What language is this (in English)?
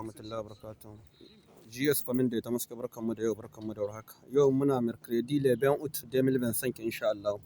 Hausa